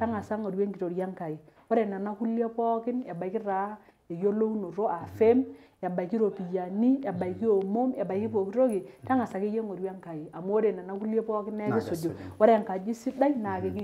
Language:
Masai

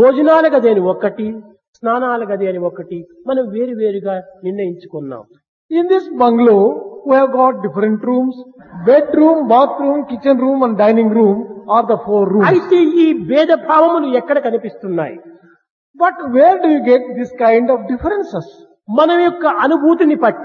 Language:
Telugu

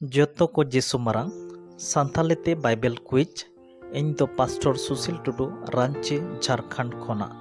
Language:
Santali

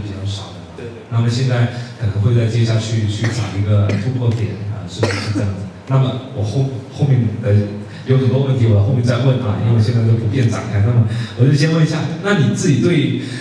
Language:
Chinese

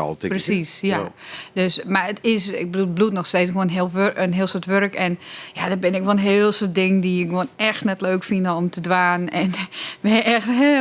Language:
Western Frisian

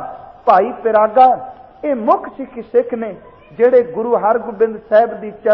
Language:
Punjabi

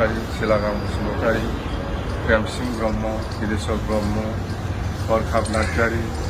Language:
Bodo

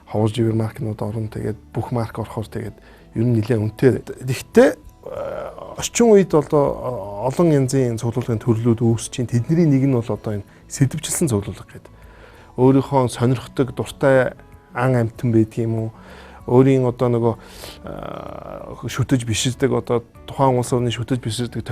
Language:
Mongolian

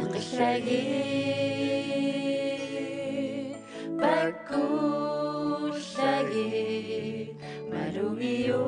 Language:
Kalaallisut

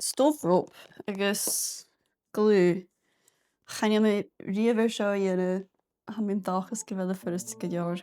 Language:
Scottish Gaelic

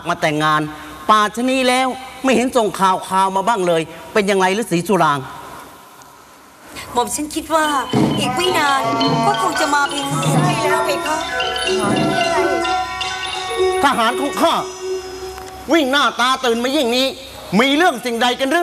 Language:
Thai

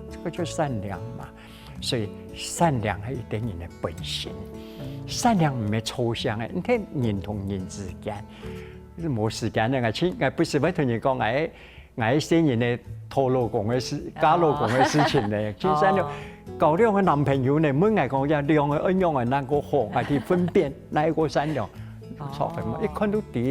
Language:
Hakka Chinese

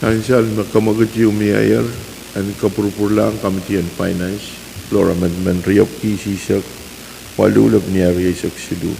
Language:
Pohnpeian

